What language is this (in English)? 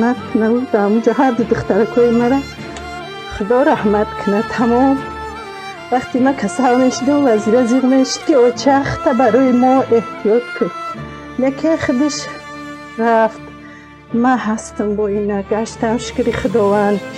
Tajik